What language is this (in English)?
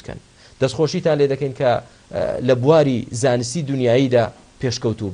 Central Kurdish